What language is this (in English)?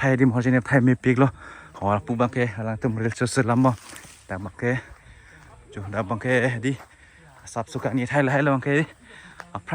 Karbi